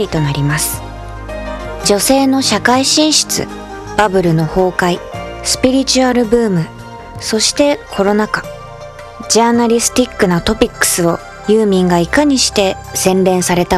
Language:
Japanese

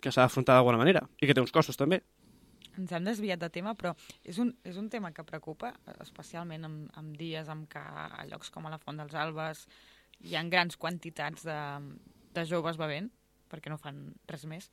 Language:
Catalan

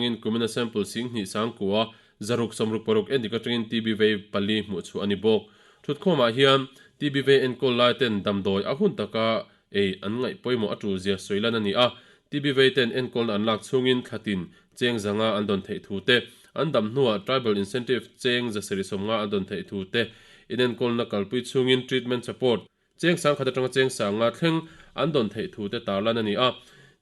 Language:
Mizo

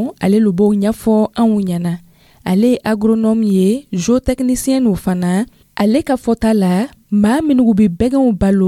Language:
Dyula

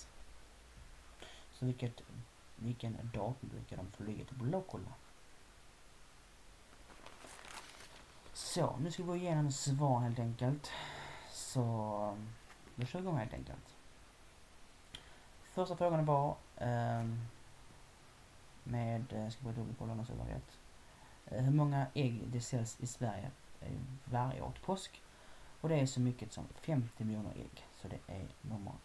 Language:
Swedish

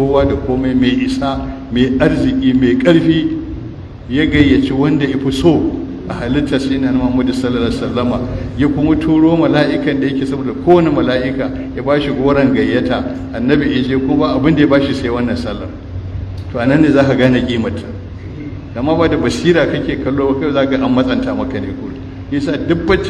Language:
Hausa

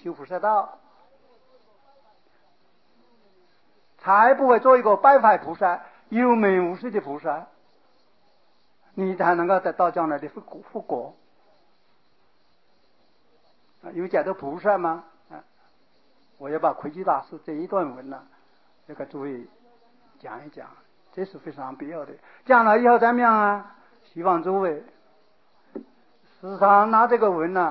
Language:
Chinese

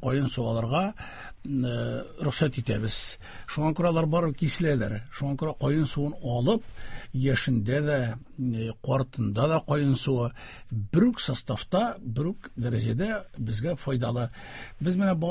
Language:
Tatar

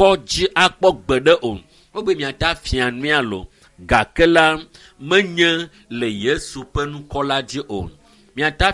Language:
Ewe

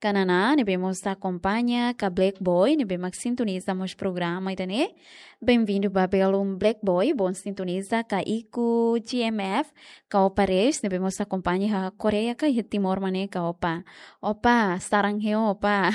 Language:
Tetum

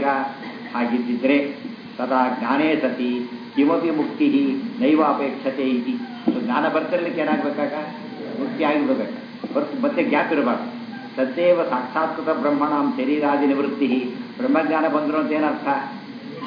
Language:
Kannada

